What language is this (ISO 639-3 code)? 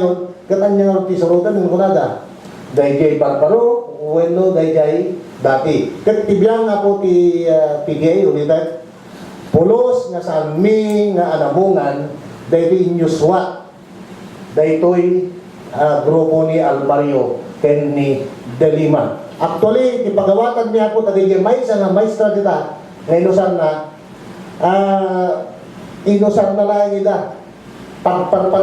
ilo